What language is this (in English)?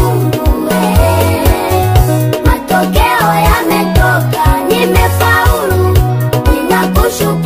Swahili